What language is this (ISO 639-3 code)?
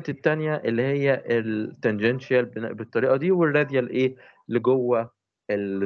arz